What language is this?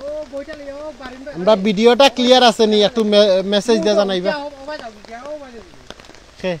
Sylheti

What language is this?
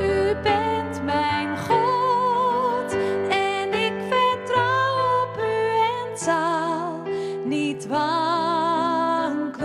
Western Frisian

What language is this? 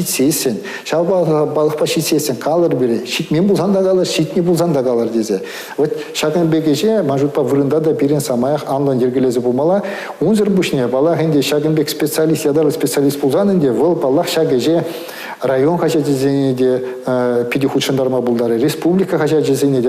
Chuvash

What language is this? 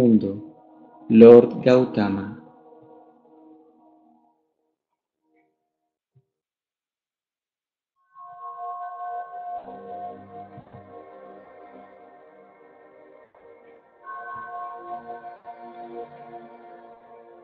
Spanish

